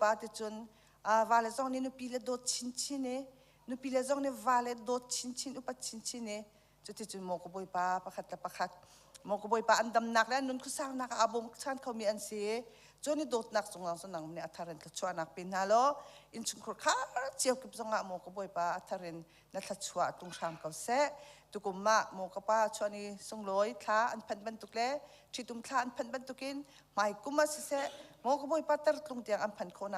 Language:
Hakha Chin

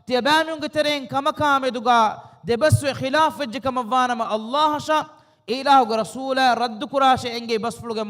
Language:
Divehi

